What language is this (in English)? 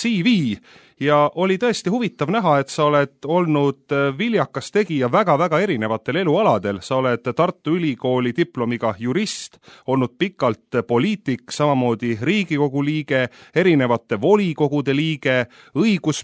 Estonian